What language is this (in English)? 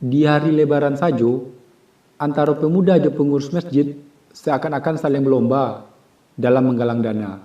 Minangkabau